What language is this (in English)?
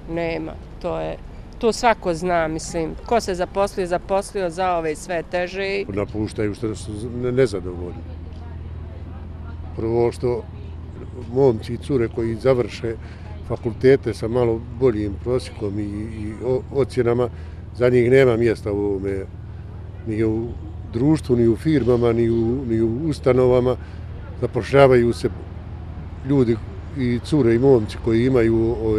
Bosnian